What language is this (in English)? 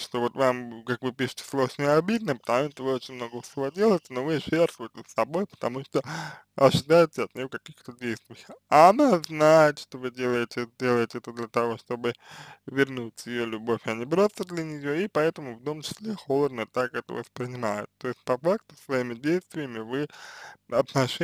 Russian